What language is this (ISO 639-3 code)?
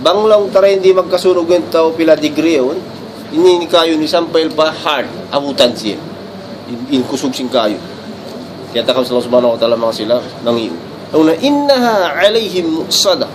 tsg